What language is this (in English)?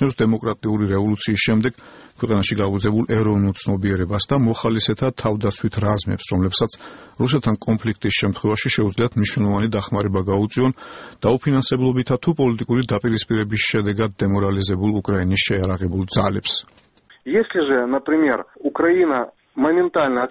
Georgian